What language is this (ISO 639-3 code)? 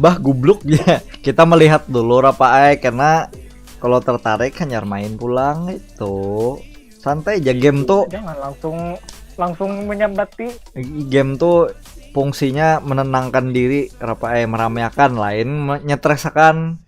bjn